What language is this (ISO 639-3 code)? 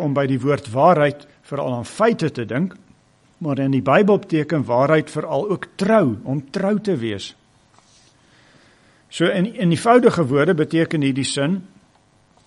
afr